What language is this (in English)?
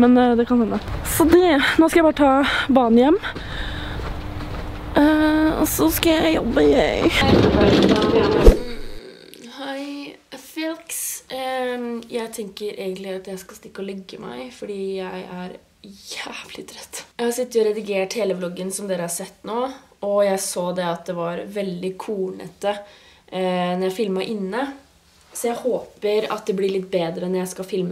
Norwegian